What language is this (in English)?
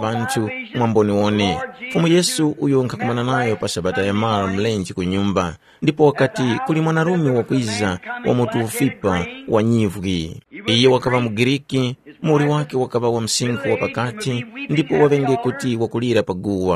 Tumbuka